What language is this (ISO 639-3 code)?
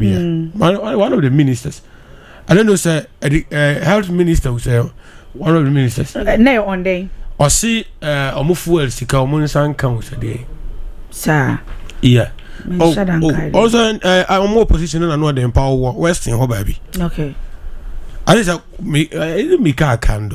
aka